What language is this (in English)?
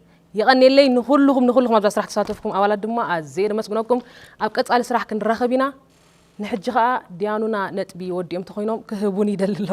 Tigrinya